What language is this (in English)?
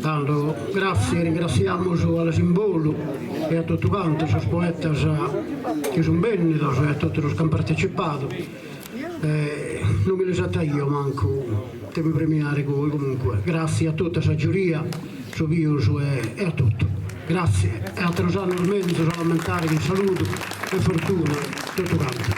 Sardinian